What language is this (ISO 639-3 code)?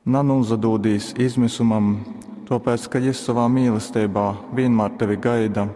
ltg